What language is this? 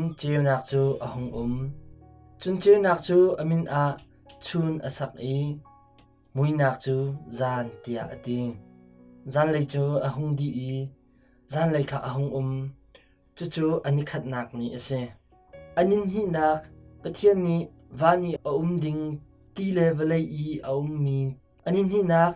Hakha Chin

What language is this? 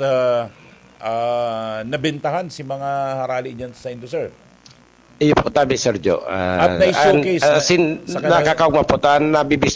Bikol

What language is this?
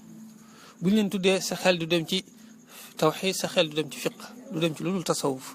Wolof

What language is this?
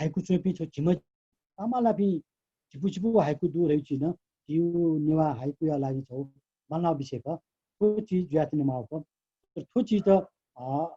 Newari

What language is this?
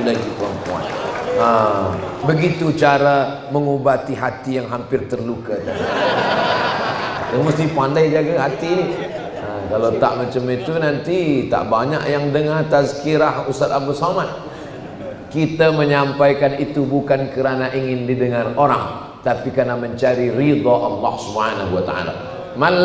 Malay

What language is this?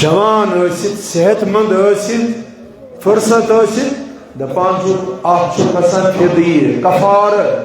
Kashmiri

